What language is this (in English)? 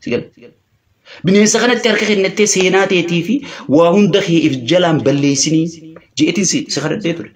Oromo